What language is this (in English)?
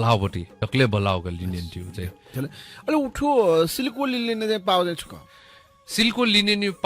Newari